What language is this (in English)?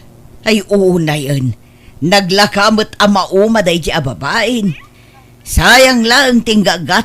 Iloko